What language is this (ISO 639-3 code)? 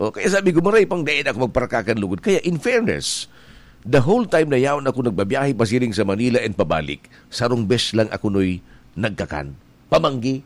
bik